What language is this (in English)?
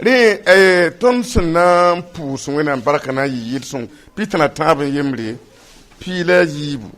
Mossi